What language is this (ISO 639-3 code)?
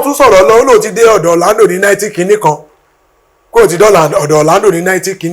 yor